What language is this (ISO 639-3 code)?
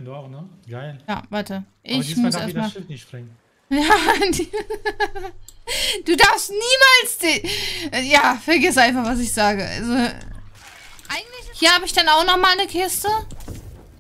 deu